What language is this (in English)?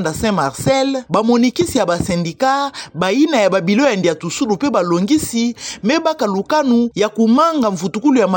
Kituba (Democratic Republic of Congo)